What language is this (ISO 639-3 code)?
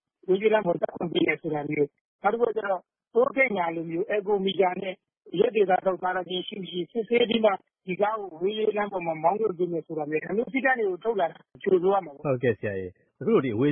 mya